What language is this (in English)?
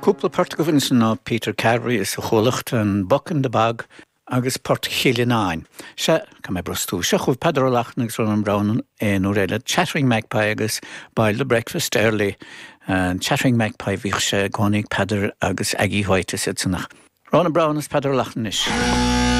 Irish